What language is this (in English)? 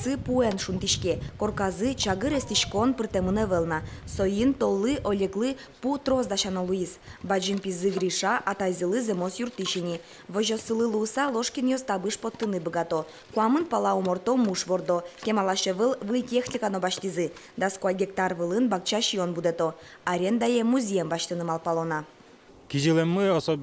Udmurt